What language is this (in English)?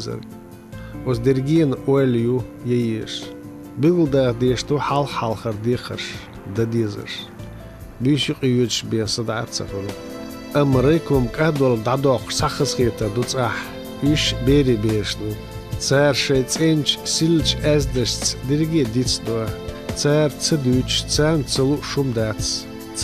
Chechen